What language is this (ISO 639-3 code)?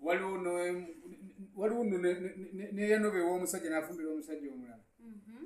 lug